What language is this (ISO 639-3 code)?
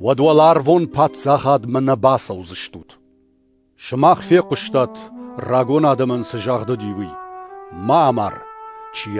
oss